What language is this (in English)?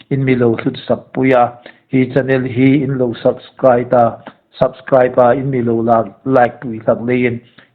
Hmar